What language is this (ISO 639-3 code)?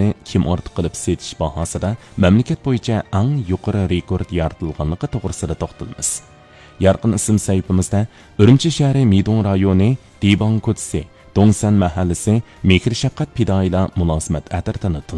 uig